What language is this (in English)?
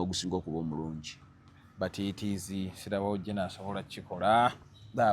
Ganda